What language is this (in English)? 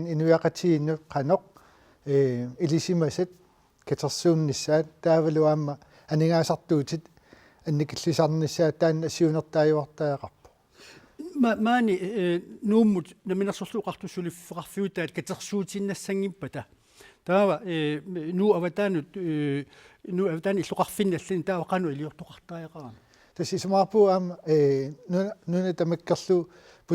Kalaallisut